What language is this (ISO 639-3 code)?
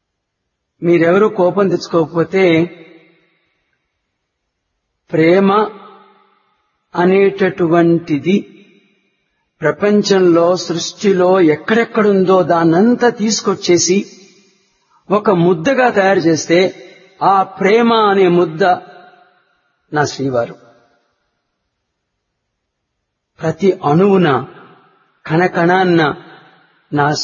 tel